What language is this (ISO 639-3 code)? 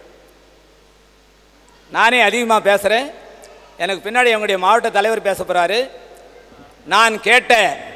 tam